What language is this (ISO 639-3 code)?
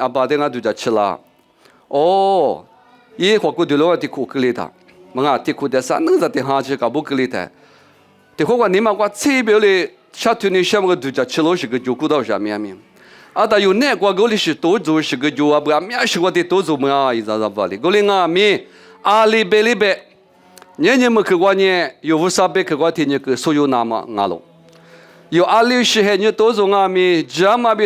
lis